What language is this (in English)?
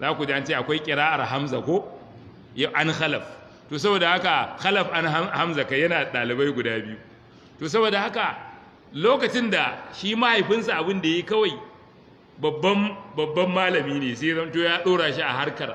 Hausa